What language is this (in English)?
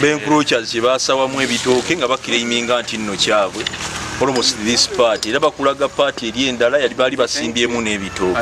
Ganda